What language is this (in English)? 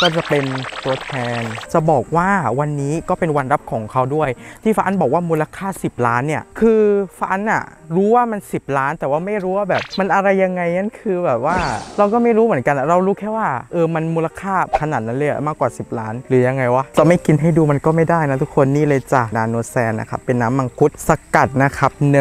Thai